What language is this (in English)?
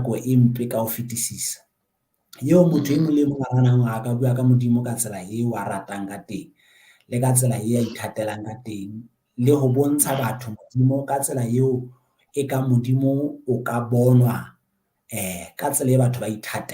Southern Sotho